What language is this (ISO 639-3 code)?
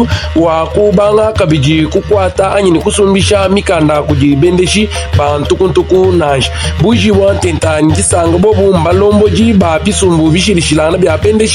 lua